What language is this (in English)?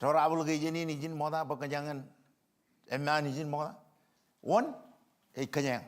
Marshallese